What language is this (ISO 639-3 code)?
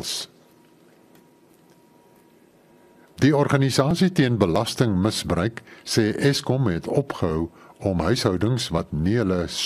afr